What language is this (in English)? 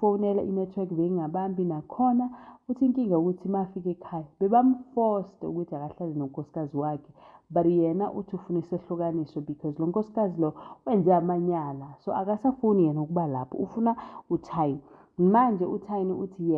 Zulu